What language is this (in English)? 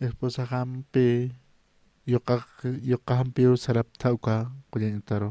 Aymara